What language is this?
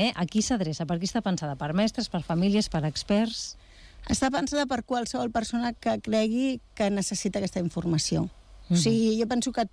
Catalan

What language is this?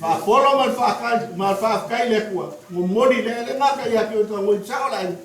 Samoan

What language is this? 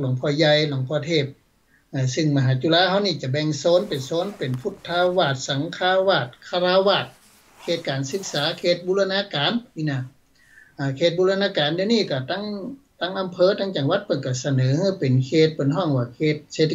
Thai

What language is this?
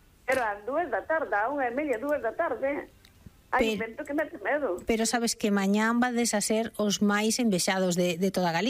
Galician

